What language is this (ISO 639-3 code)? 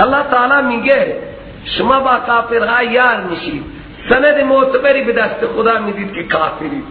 fas